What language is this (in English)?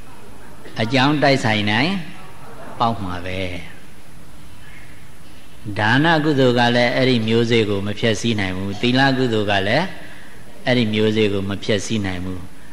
Burmese